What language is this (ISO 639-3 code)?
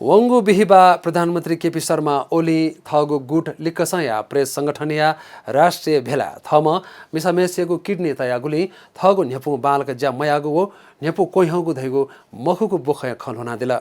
new